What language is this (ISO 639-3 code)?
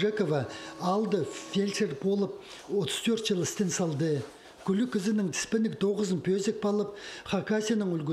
kjh